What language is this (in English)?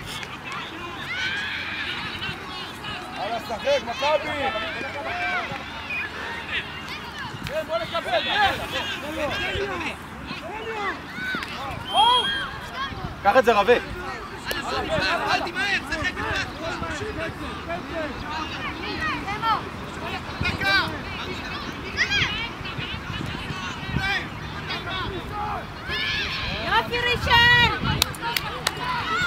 Hebrew